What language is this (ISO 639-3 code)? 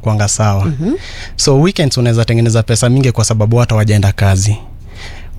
swa